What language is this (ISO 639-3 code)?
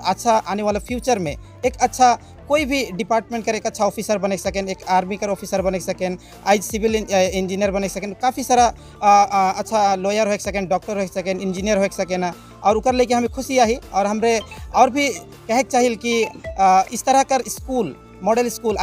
sck